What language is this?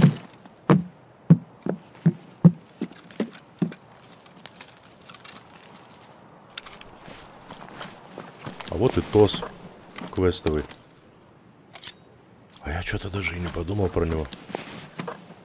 Russian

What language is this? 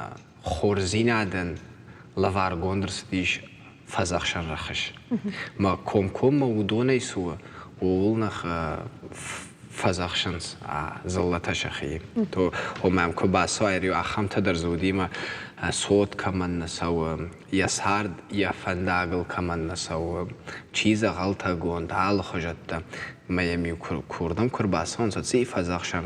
Ossetic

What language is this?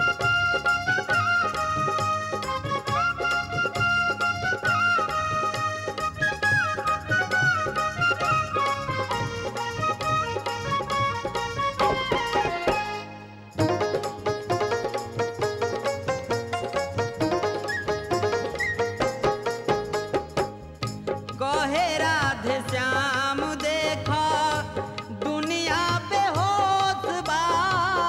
Bhojpuri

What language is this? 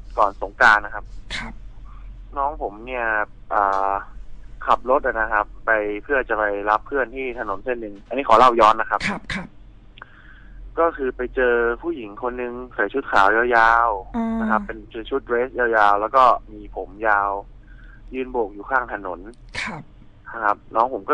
Thai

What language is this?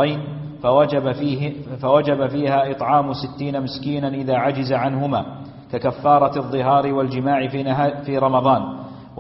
Arabic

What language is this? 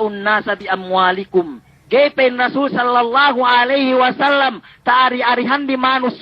Yakan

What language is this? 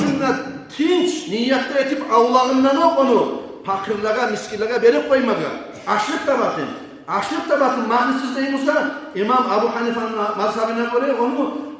Kumyk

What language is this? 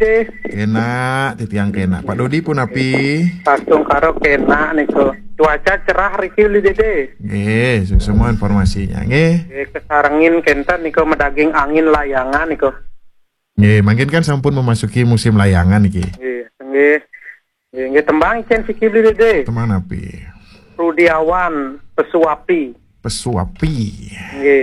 Balinese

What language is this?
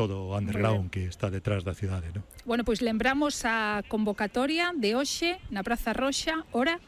Galician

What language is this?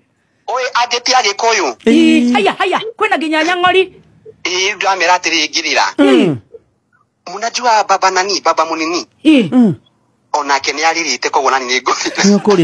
Kikuyu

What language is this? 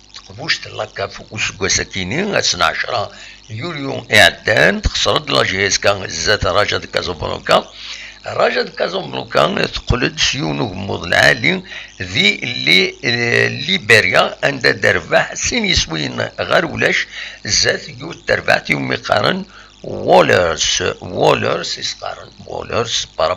Kabyle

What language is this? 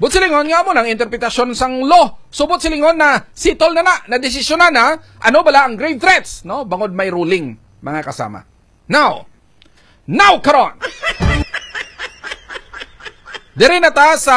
Hiligaynon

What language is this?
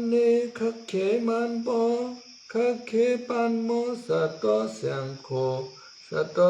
Shan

